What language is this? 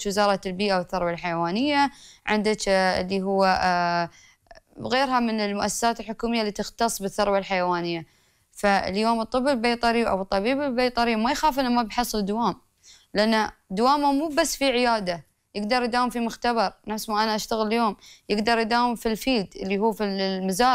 Gulf Arabic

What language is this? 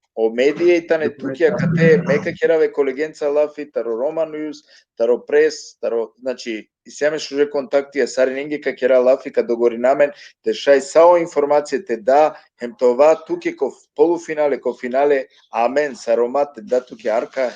Balkan Romani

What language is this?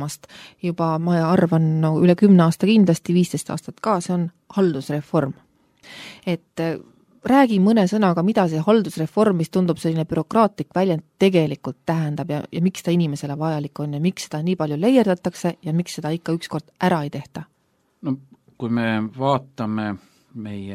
Estonian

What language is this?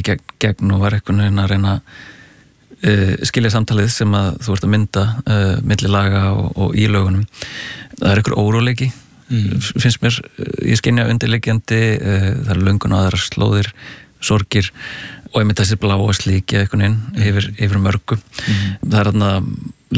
Icelandic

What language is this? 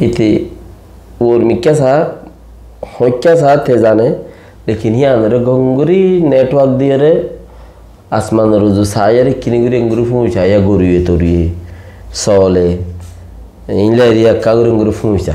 Rohingya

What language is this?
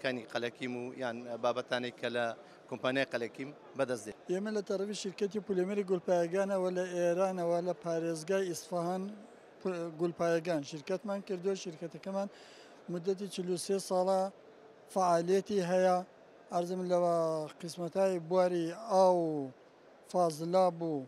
Central Kurdish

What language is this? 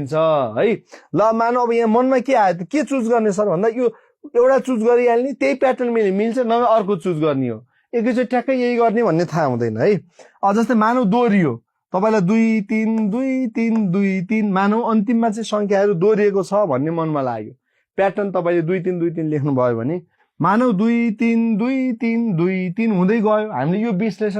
Nepali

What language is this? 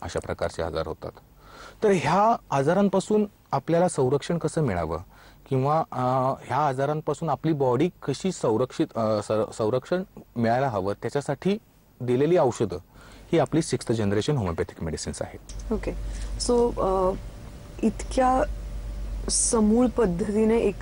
Marathi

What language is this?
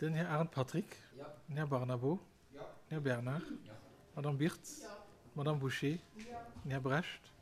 Luxembourgish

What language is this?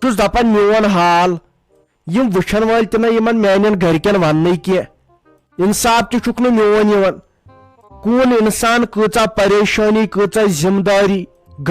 Kashmiri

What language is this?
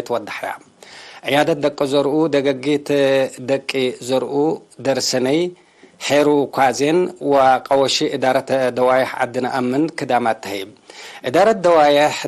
Tigre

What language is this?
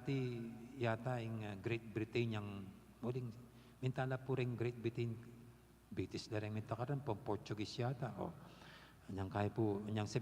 Pampanga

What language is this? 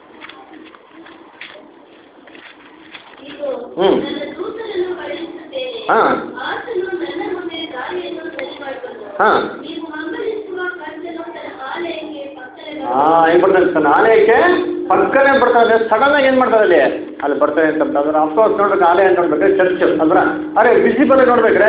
Kannada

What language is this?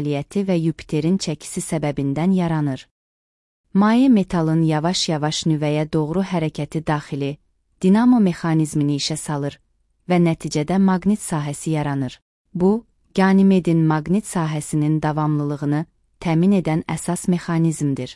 Azerbaijani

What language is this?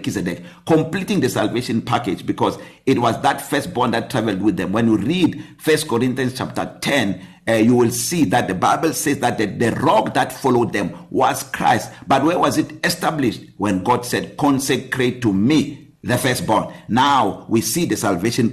English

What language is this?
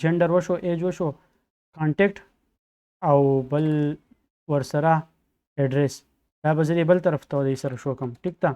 Pashto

